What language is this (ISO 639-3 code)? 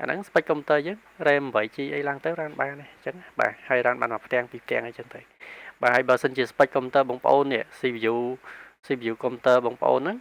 khm